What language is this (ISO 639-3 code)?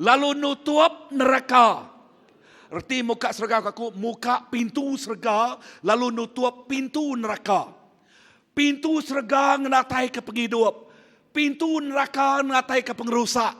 iba